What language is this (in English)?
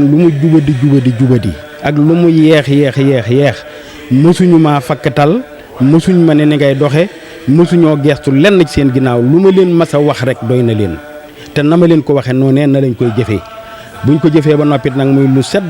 Wolof